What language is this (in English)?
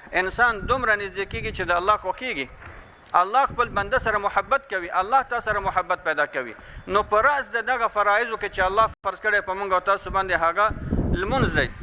Pashto